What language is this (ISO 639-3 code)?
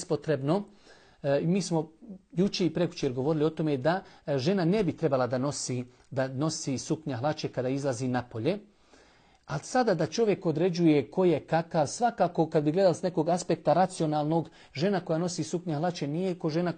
bos